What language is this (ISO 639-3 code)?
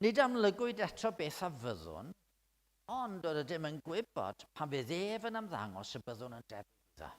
cym